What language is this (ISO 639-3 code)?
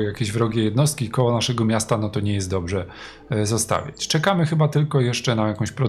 pol